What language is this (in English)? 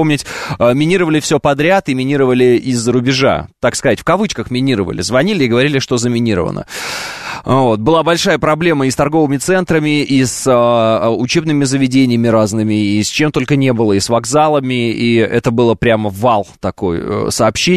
Russian